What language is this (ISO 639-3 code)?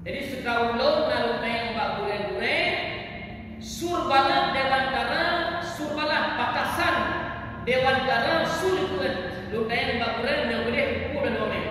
ace